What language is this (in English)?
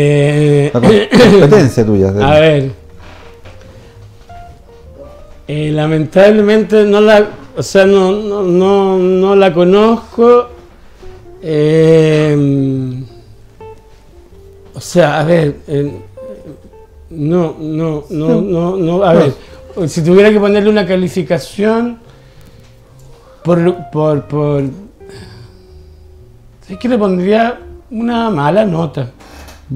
Spanish